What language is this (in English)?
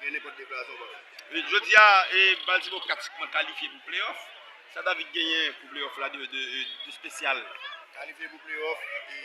Haitian Creole